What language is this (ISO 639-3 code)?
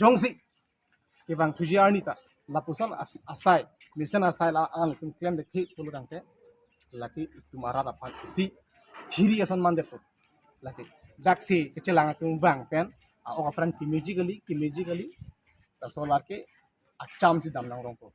mjw